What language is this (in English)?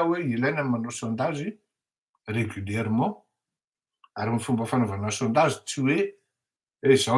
Malagasy